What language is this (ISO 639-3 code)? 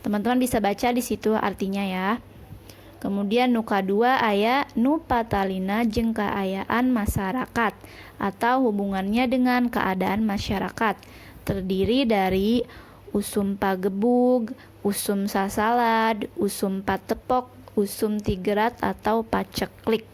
sun